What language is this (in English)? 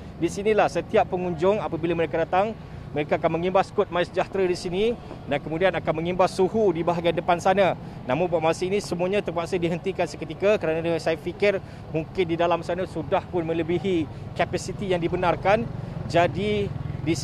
Malay